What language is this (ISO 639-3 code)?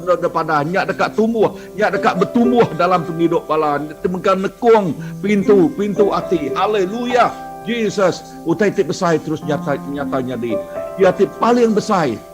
iba